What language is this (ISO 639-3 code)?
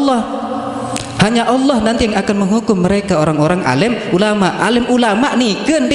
sas